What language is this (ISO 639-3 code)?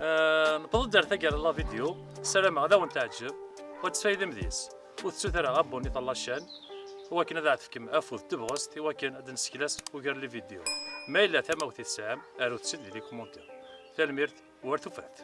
kab